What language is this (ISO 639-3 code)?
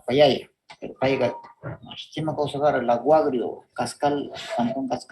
qvz